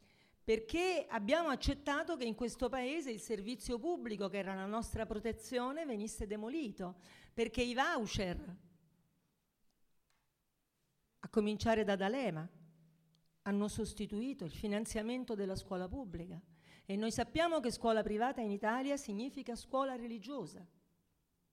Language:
Italian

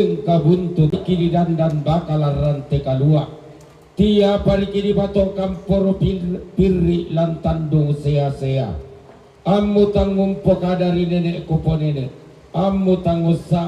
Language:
Toraja-Sa'dan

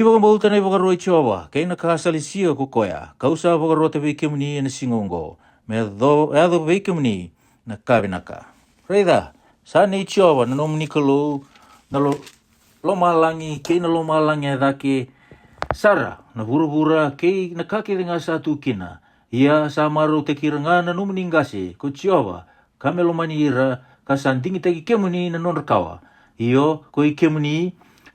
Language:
Fijian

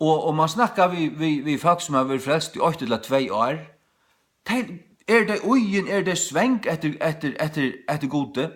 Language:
Faroese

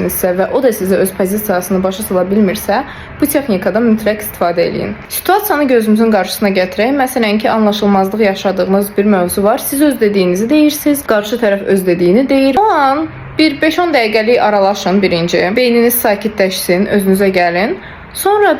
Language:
Azerbaijani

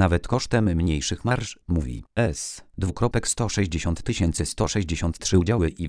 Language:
Polish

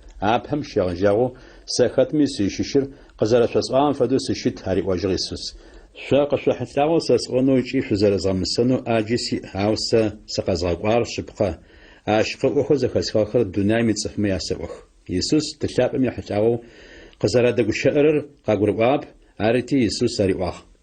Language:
Adyghe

